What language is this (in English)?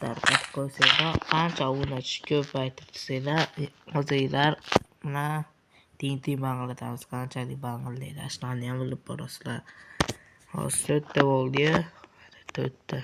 Uzbek